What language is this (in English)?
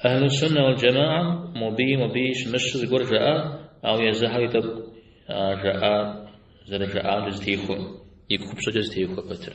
Kabardian